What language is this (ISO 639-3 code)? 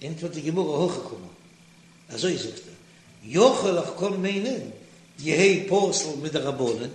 yid